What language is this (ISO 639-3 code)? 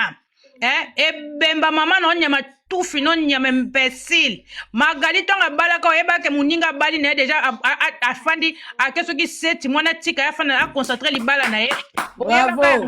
lin